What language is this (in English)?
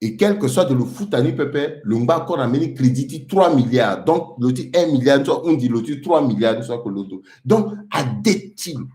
Sango